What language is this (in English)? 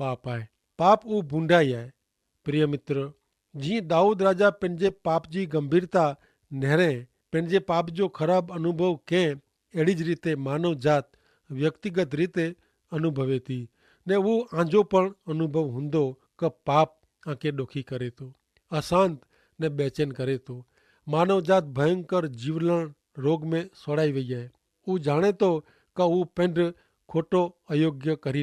Kachhi